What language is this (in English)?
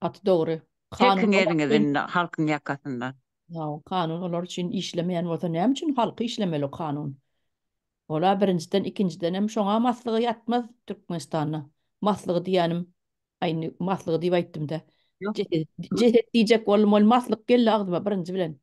Turkmen